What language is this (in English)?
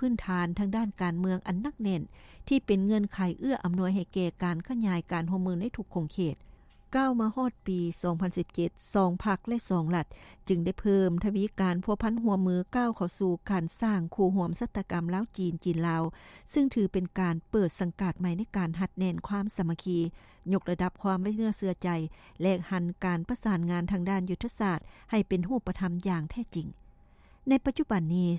Lao